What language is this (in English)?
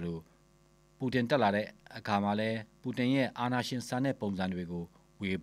Burmese